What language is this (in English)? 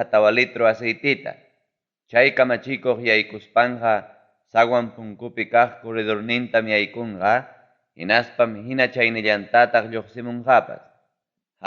Ayacucho Quechua